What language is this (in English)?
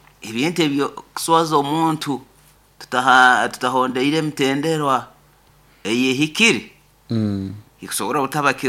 Nyoro